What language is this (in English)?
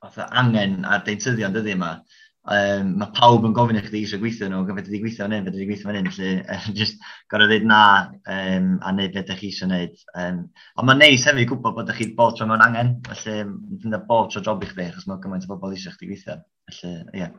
Welsh